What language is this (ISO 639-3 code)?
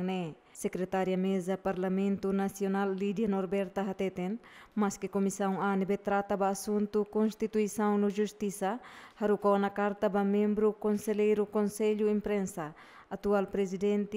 tet